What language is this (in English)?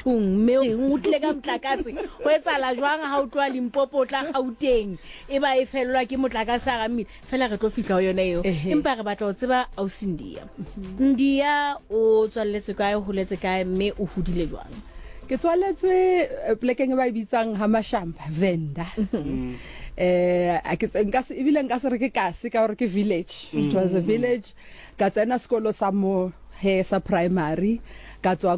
Southern Sotho